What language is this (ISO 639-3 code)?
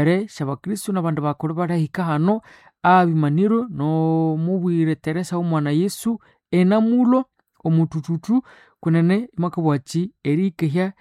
nnb